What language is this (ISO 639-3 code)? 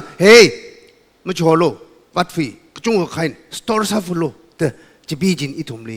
nmf